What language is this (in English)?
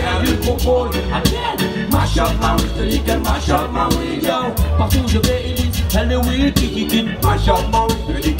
French